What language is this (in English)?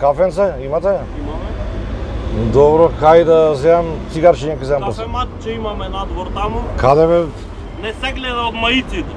Macedonian